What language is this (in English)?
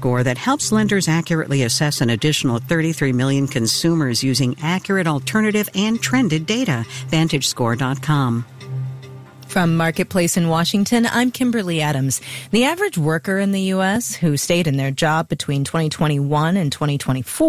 English